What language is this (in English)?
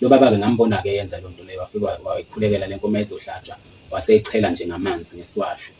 Zulu